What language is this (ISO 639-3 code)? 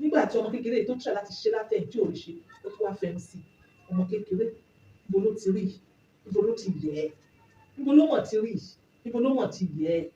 yor